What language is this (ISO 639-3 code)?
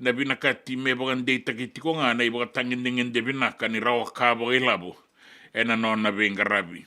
fij